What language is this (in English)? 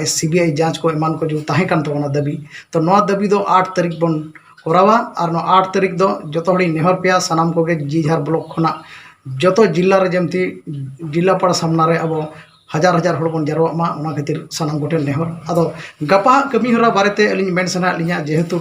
Santali